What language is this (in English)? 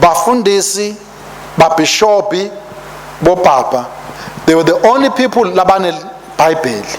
Swati